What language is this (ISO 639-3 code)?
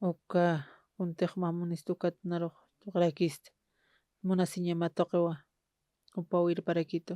aym